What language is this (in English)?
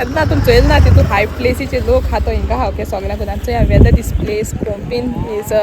Konkani